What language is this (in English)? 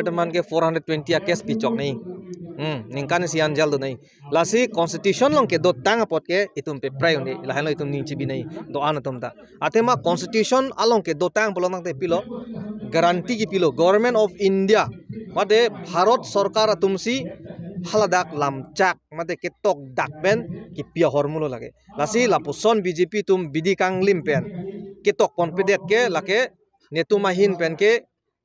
Karbi